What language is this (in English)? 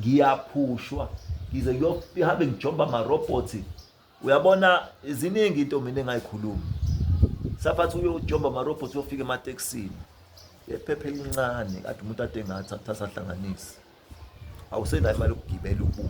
Zulu